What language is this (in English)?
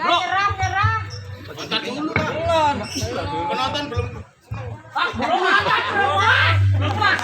Betawi